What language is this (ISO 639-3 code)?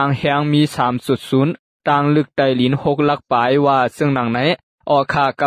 lao